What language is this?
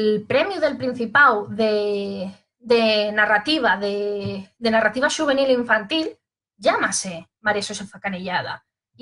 Asturian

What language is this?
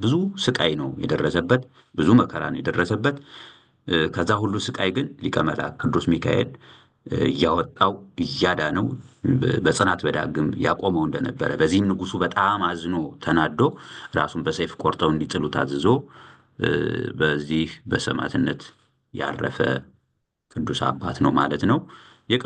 Amharic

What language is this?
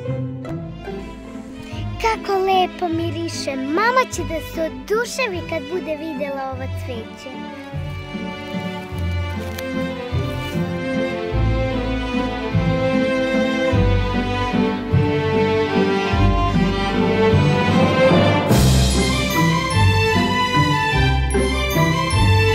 Serbian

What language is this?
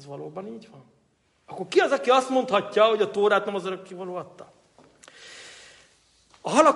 Hungarian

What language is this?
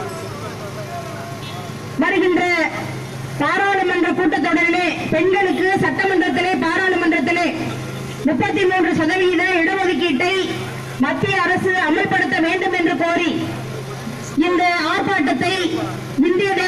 Tamil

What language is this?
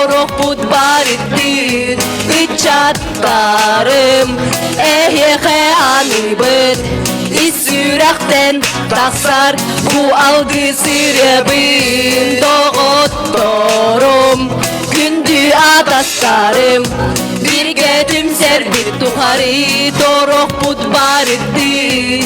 Yakut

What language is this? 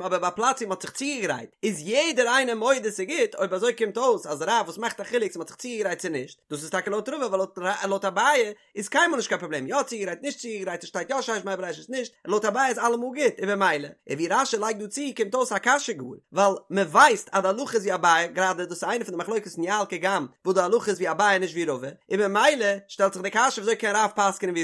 Yiddish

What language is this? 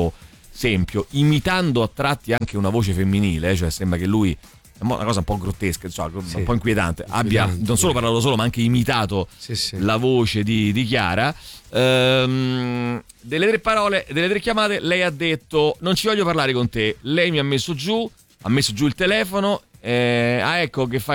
Italian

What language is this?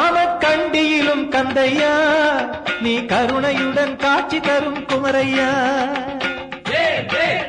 Tamil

